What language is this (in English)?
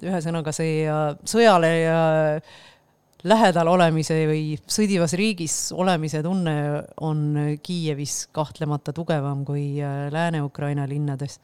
Estonian